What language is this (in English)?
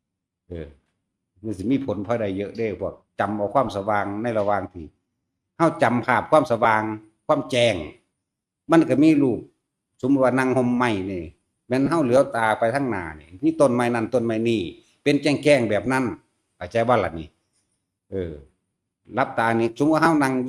Northeastern Thai